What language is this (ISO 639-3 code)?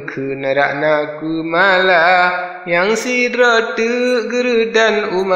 ace